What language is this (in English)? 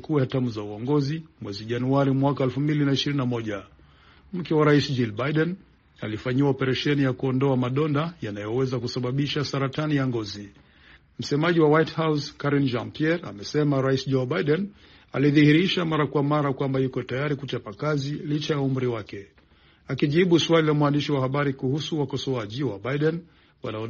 Swahili